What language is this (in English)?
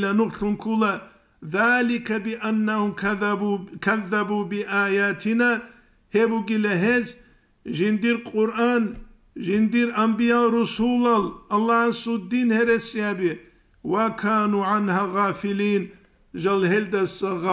Avaric